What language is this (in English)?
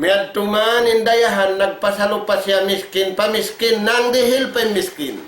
Tausug